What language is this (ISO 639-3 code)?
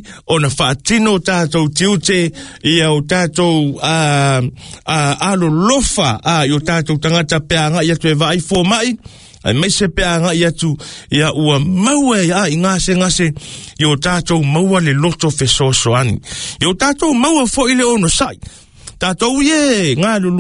smo